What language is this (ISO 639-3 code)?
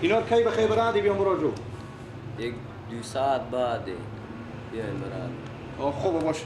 fas